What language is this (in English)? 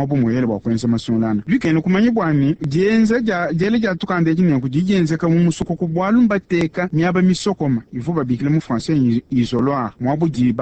Luba-Lulua